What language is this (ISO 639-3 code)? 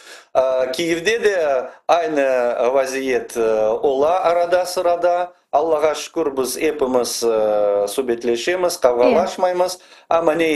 crh